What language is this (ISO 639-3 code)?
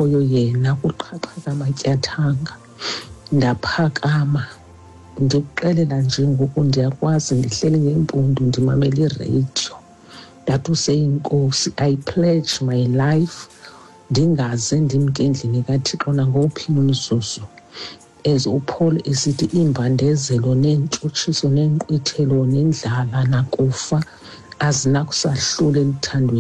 xho